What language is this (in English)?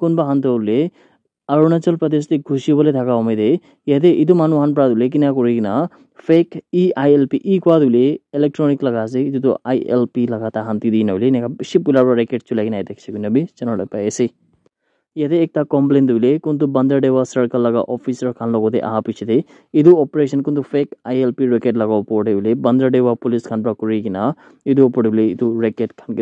Naga Pidgin